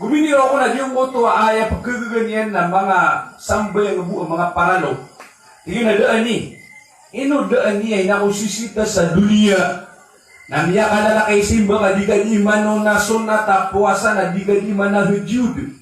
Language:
Maranao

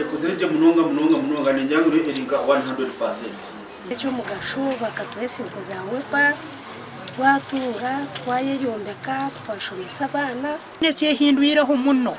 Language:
Nyankole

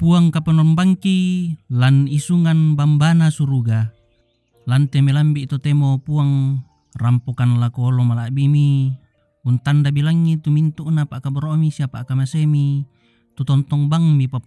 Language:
Toraja-Sa'dan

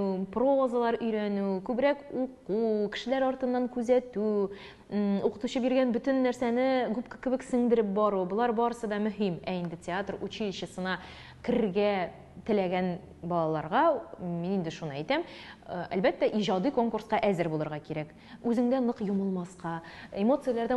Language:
Tatar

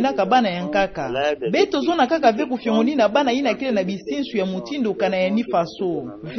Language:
Kituba (Democratic Republic of Congo)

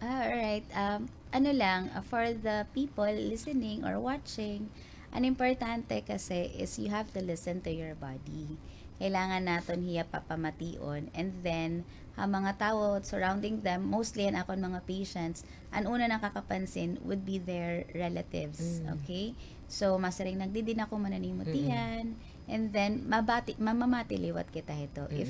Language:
Waray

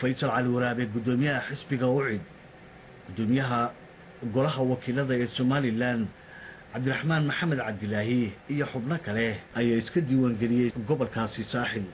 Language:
Somali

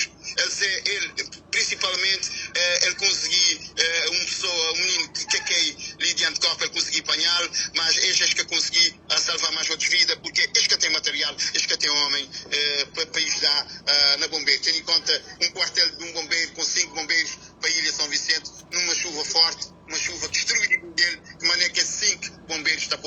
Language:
Kabuverdianu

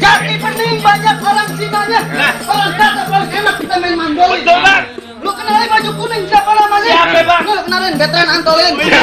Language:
Betawi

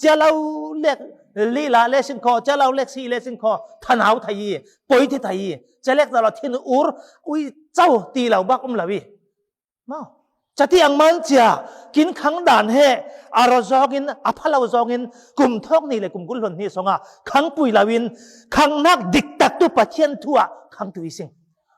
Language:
Falam Chin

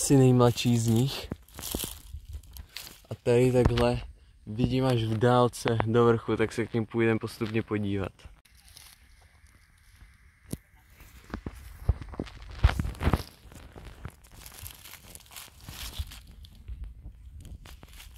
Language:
Czech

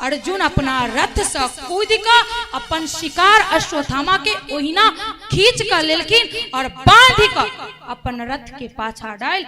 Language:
Maithili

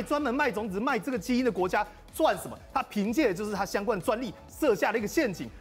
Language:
Chinese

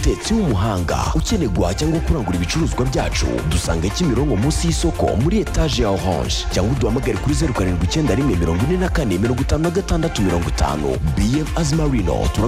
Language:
Kinyarwanda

